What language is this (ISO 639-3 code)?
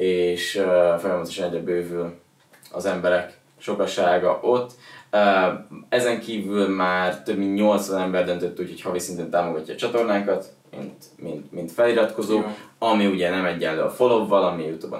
hun